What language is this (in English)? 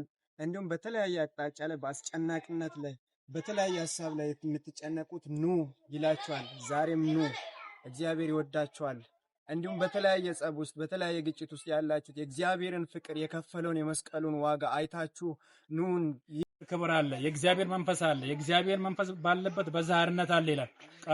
Amharic